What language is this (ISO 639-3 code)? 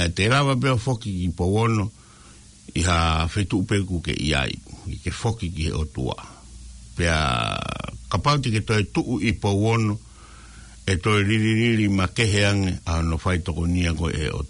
ton